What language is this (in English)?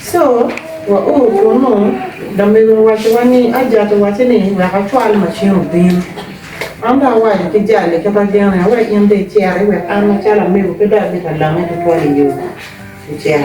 Acoli